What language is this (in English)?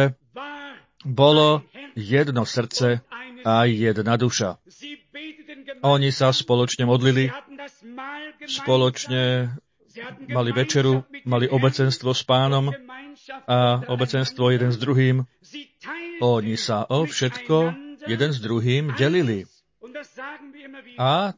Slovak